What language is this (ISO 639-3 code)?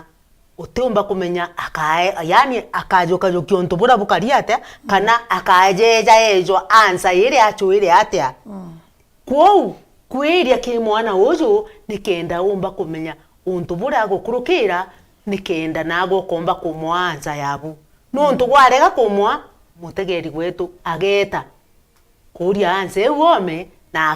mer